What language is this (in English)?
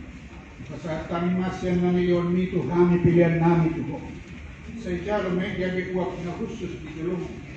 Batak Toba